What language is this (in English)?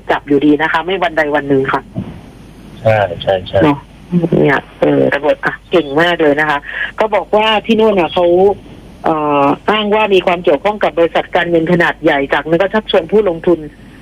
Thai